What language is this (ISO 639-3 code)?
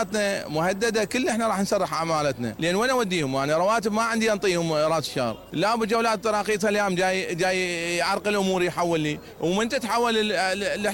acm